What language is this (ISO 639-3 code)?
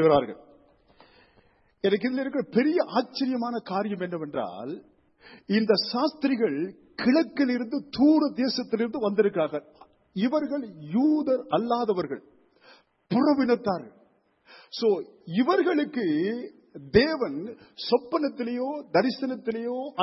tam